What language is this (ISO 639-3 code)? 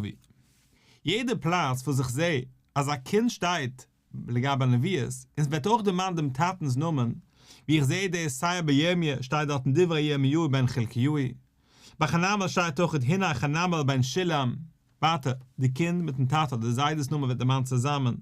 yid